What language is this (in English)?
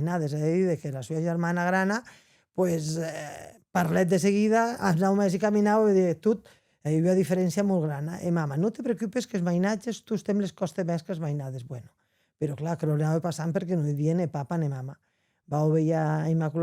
Occitan